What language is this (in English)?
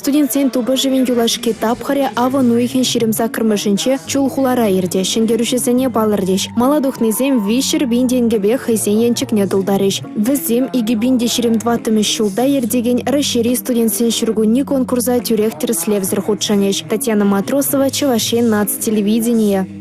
Chuvash